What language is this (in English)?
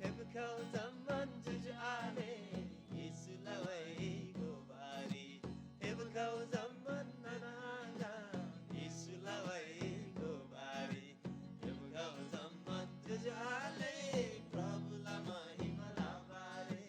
Eastern Tamang